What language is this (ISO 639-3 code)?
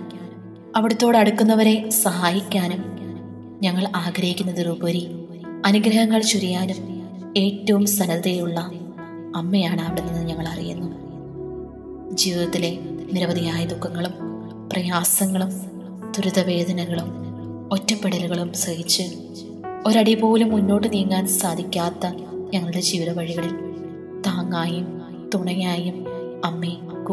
mal